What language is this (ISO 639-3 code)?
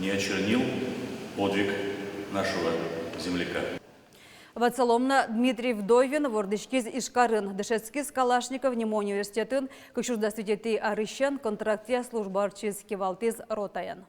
udm